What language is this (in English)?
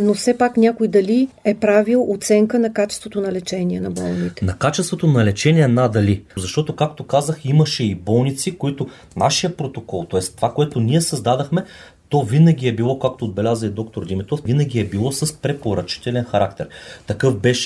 Bulgarian